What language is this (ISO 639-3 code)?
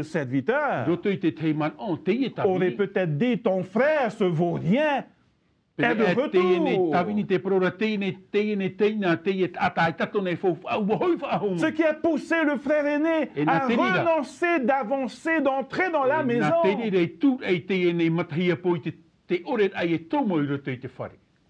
tah